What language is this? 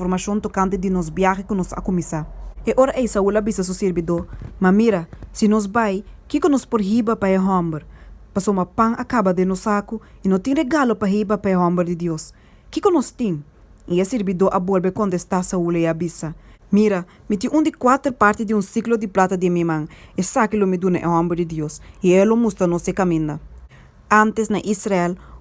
Papiamento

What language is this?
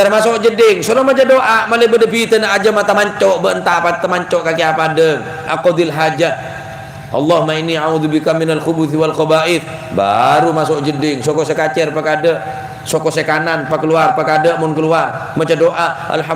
Madurese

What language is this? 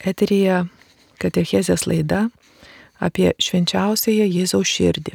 Lithuanian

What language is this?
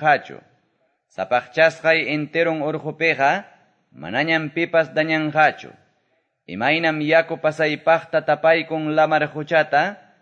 Quechua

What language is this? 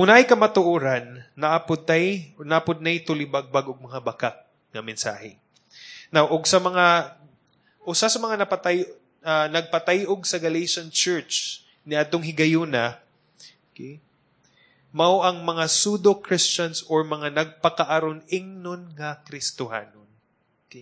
Cebuano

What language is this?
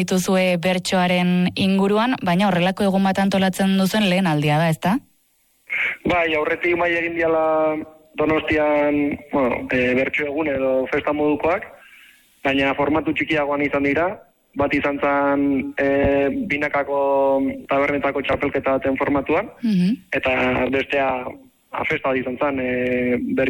Basque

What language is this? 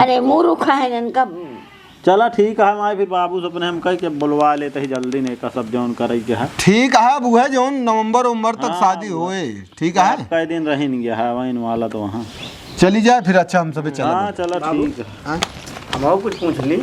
Awadhi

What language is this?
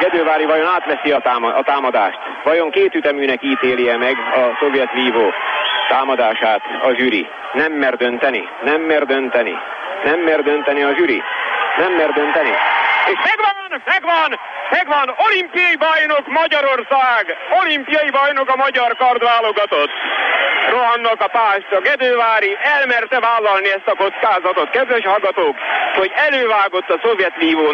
Hungarian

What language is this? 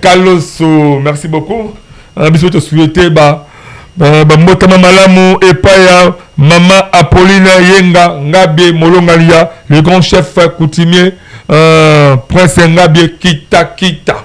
Lingala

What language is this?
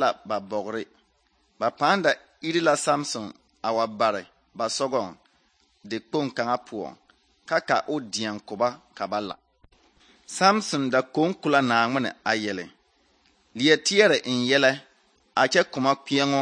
Southern Dagaare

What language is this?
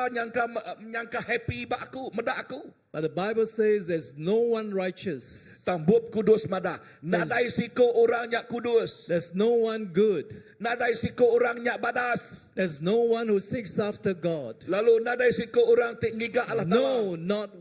Iban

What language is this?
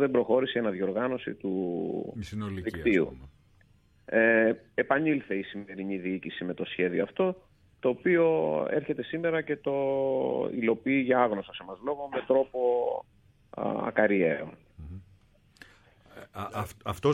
Greek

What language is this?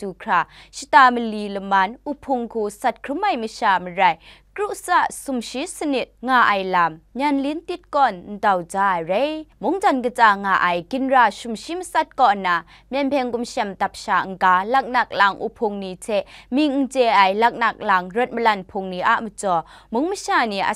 Kachin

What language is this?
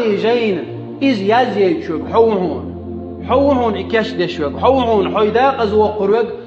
Chechen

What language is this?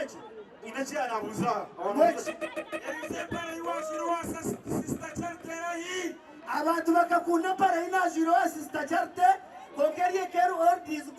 Nyankole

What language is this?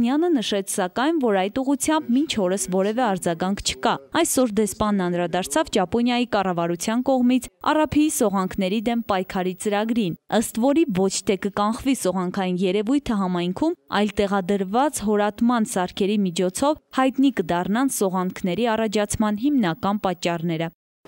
Armenian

